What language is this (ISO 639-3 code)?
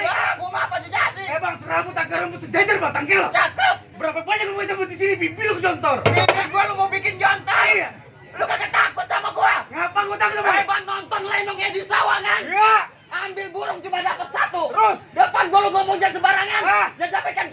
bew